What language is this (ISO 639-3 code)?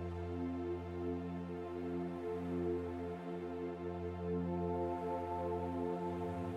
swe